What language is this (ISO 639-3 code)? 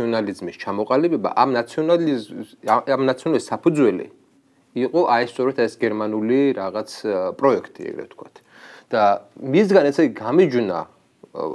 kat